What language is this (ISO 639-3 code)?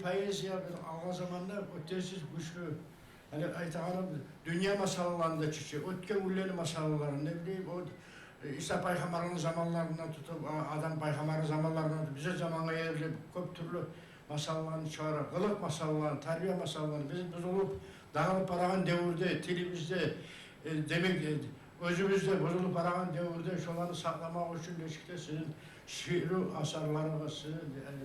kum